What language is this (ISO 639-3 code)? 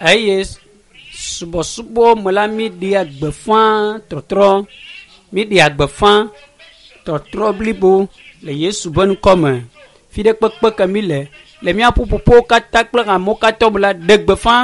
ewe